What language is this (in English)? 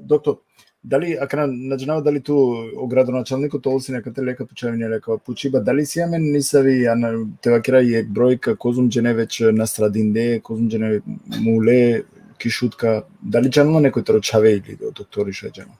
Balkan Romani